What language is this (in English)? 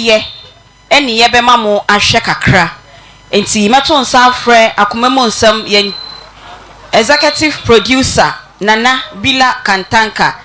Akan